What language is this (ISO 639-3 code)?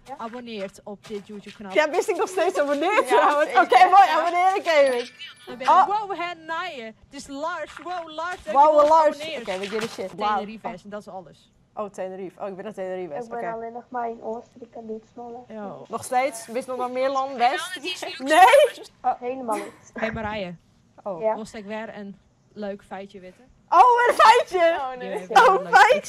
fry